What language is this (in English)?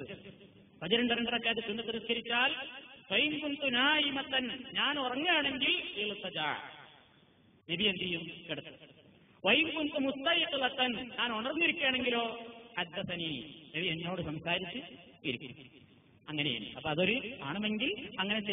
Malayalam